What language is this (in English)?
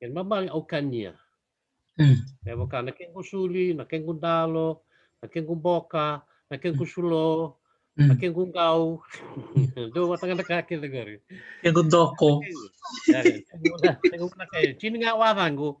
Fijian